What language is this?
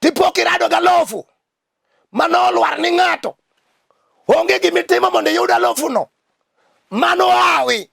Luo (Kenya and Tanzania)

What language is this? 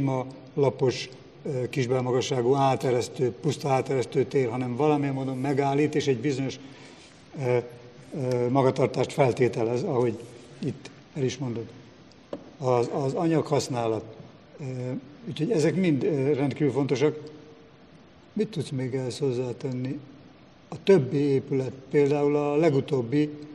Hungarian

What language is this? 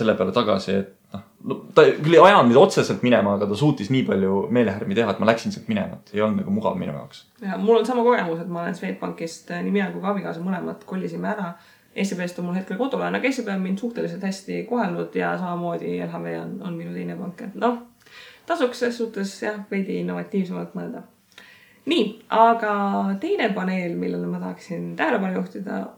Estonian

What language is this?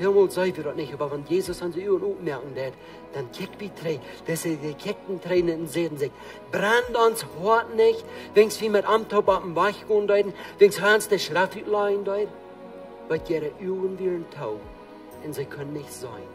Plautdietsch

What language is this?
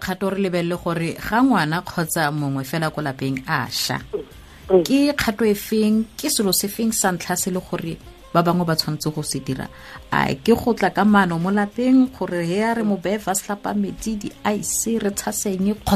Tswana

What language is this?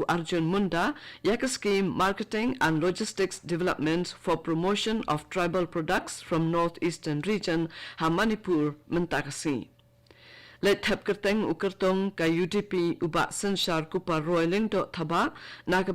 Khasi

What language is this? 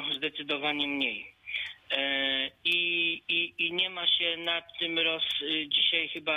Polish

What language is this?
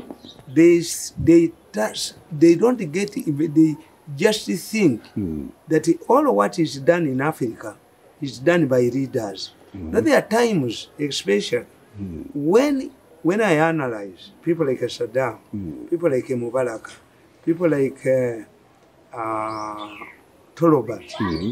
English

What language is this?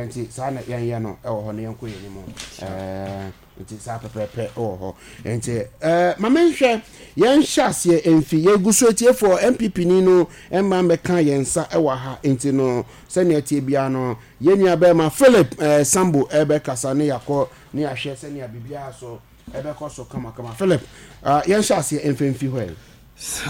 Akan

